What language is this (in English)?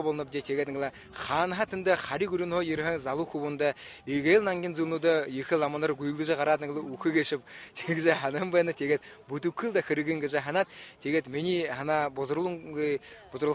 Buriat